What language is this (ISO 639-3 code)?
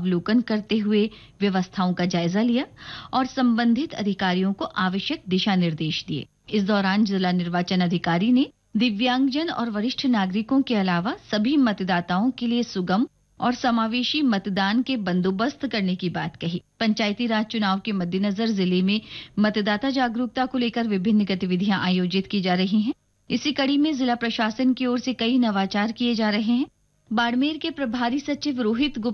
hin